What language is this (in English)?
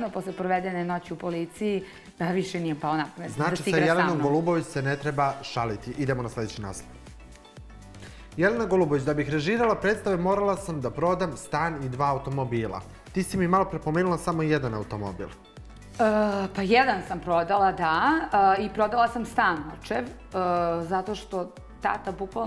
Serbian